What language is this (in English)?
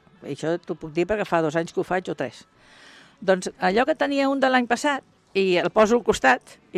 Catalan